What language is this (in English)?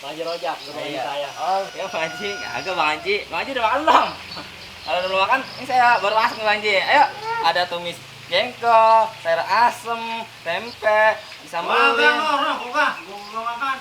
Betawi